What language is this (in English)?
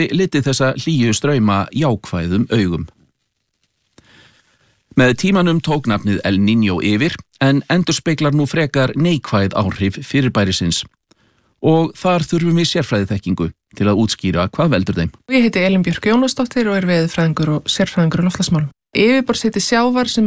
Icelandic